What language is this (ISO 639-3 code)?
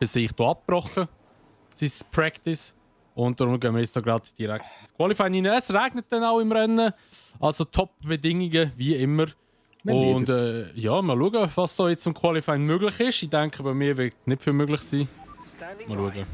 gsw